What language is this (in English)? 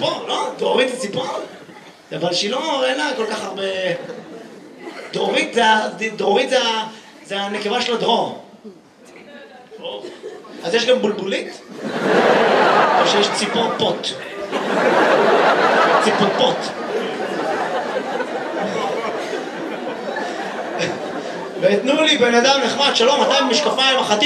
Hebrew